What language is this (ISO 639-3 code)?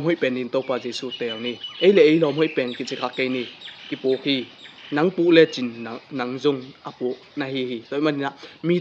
ctd